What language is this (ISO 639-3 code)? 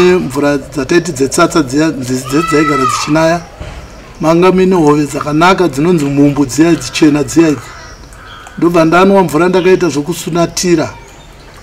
sna